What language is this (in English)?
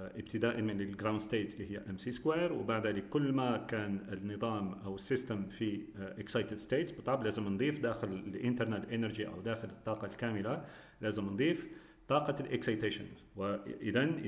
Arabic